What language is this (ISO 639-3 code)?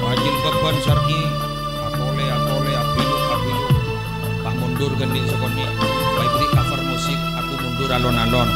mad